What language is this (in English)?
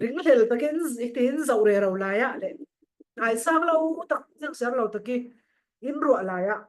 Falam Chin